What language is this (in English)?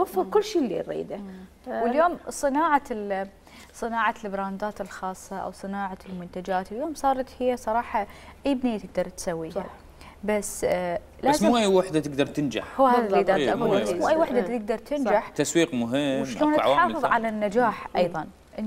Mesopotamian Arabic